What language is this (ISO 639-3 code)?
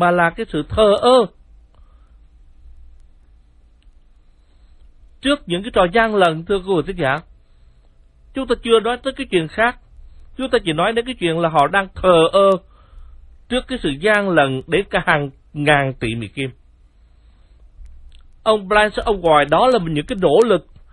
vie